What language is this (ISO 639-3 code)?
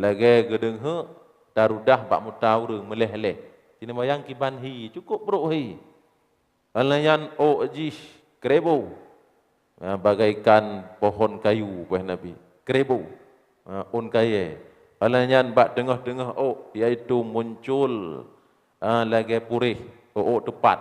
ace